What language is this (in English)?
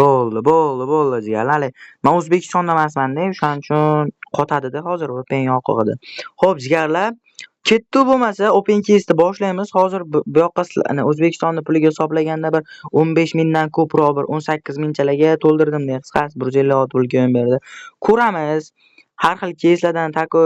Uzbek